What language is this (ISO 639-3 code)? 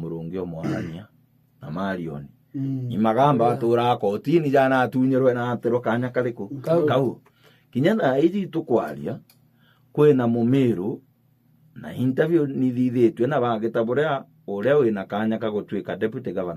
mer